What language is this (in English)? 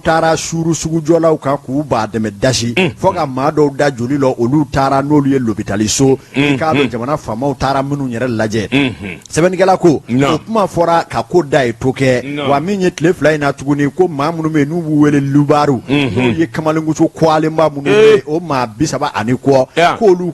Bambara